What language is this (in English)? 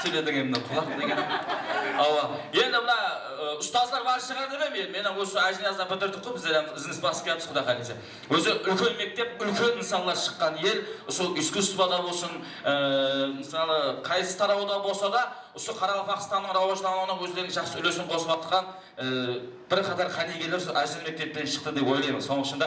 Kara-Kalpak